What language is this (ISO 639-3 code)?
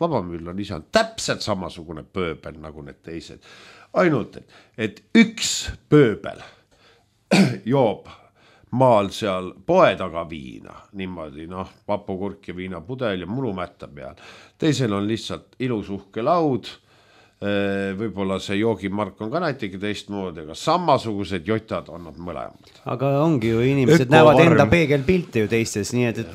est